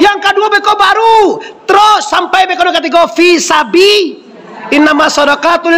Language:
Minangkabau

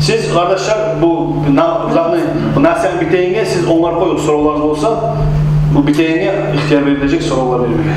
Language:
Kumyk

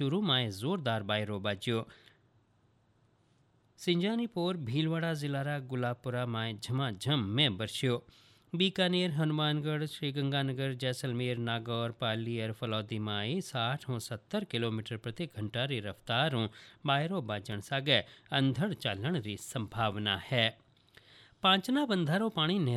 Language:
Hindi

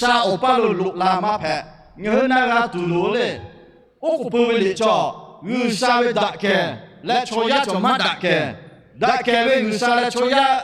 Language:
Lahu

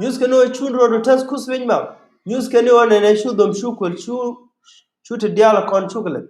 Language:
Nuer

